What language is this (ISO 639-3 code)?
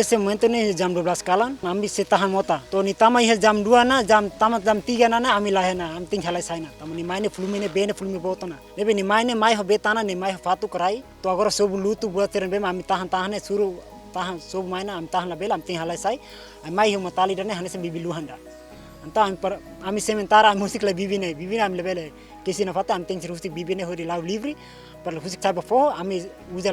tet